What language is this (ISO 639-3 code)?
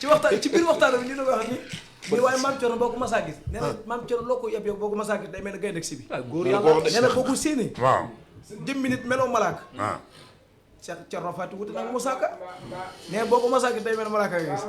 wol